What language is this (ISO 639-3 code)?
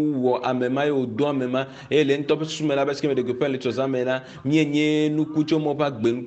ewe